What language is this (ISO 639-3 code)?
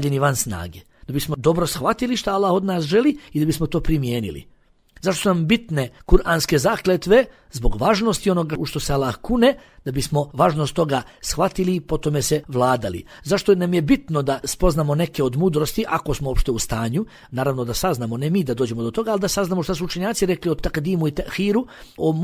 bos